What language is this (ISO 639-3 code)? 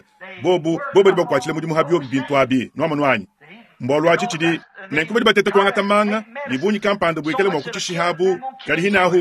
lua